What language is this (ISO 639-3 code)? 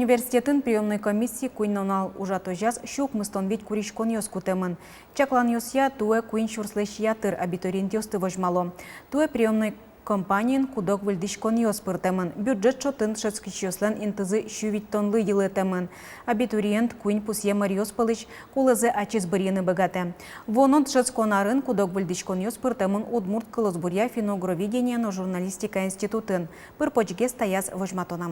udm